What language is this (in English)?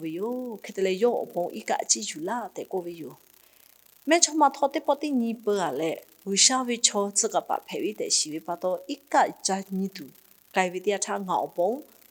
Lahu